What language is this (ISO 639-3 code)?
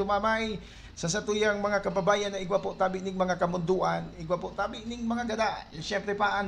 bik